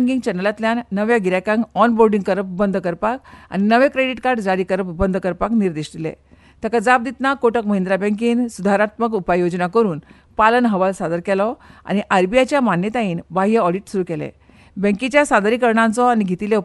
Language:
Konkani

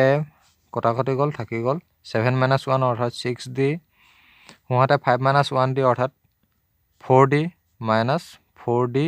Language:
Assamese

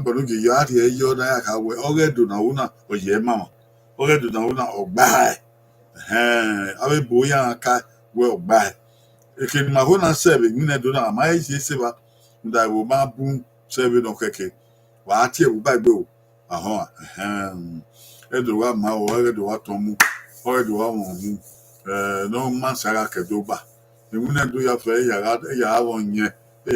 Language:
Bini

